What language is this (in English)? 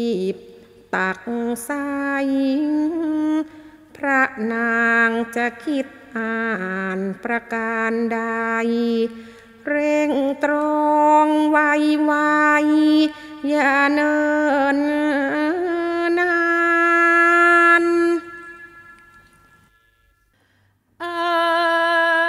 Thai